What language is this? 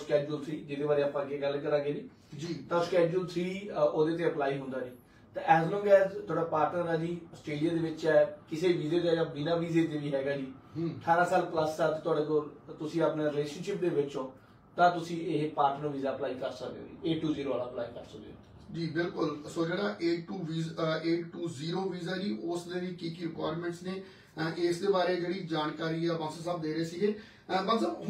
Punjabi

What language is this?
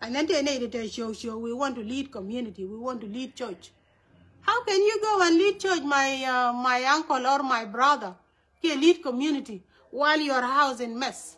Nuer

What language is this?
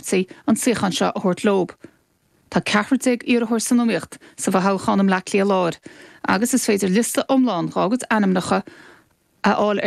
Irish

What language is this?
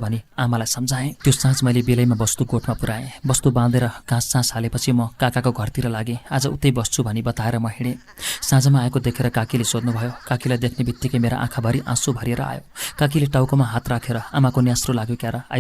Nepali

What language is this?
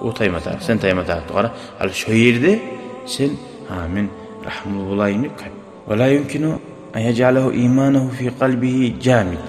Kumyk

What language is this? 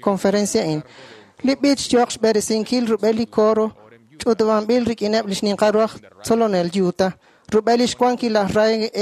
Kekchí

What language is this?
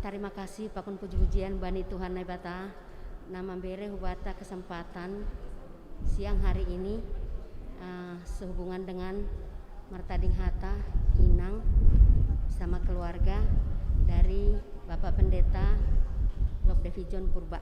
Batak Simalungun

